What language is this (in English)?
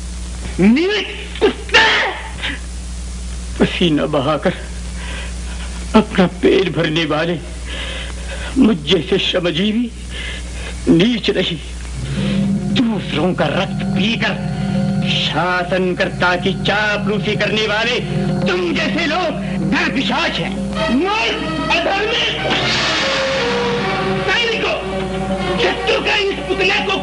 Hindi